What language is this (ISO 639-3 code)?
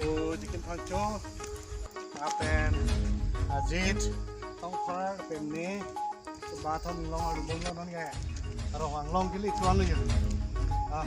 mjw